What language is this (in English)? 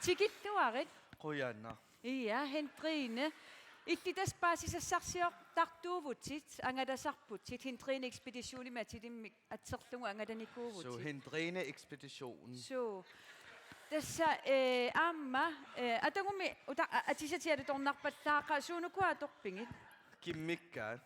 Kalaallisut